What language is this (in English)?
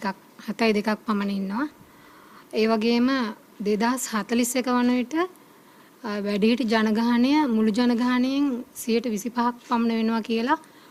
Sinhala